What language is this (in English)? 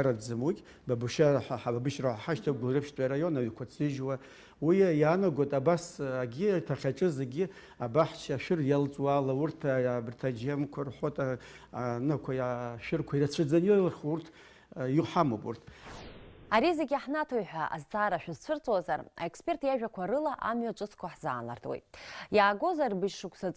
Abkhazian